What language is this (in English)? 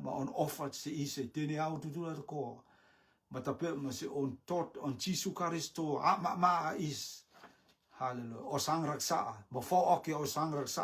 Rotuman